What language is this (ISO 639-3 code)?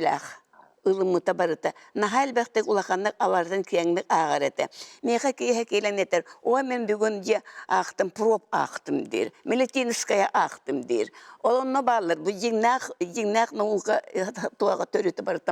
sah